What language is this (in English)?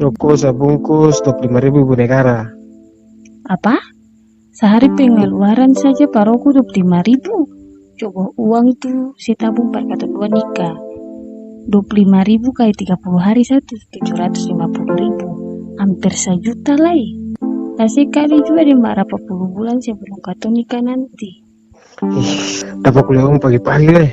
Ambonese Malay